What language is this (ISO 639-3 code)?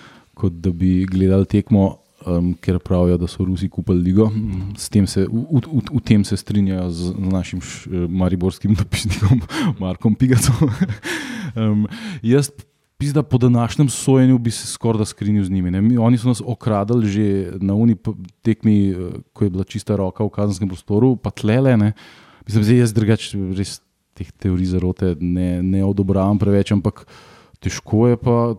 slv